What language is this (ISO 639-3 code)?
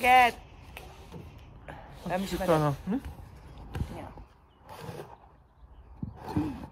hun